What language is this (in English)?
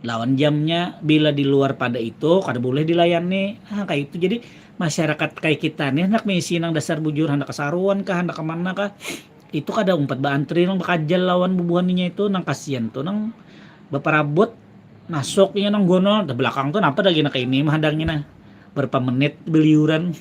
Banjar